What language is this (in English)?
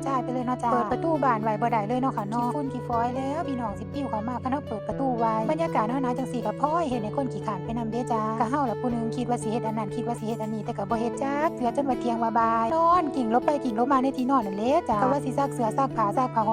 Northeastern Thai